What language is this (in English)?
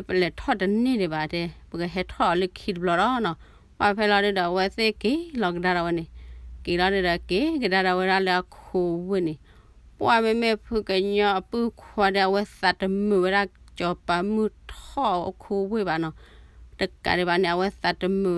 S'gaw Karen